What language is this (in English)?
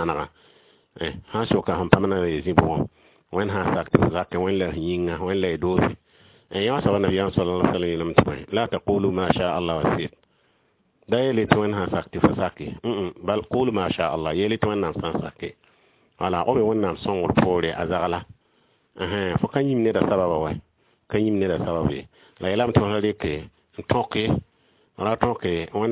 Mossi